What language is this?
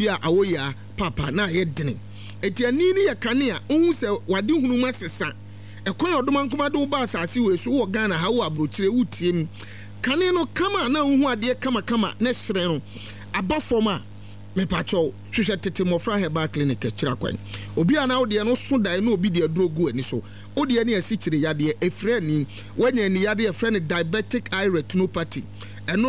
Akan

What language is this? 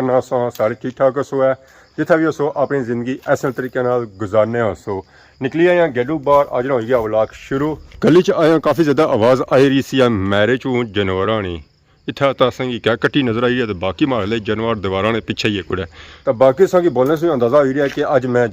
Pahari-Potwari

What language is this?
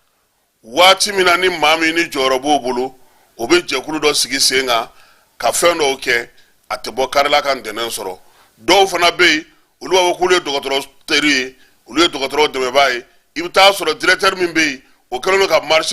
Bambara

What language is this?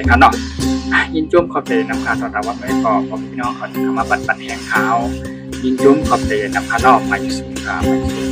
Shan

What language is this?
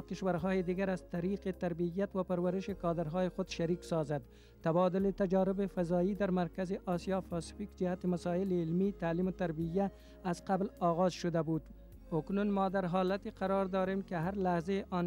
Persian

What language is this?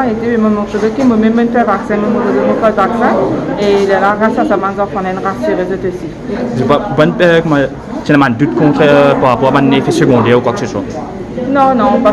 Morisyen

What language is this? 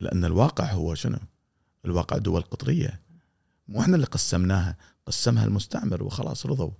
Gulf Arabic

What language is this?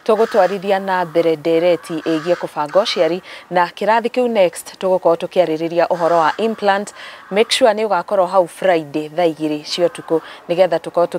Kikuyu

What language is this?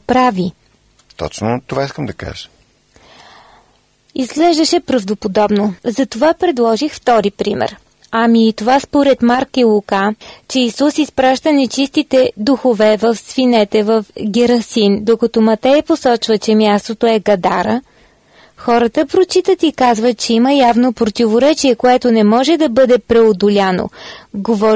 Bulgarian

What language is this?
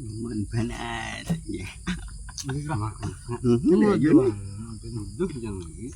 Banjar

